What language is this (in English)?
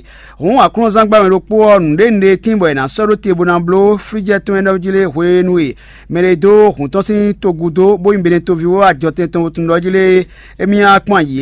Fon